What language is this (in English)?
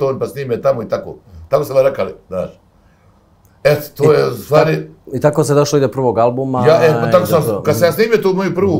Bosnian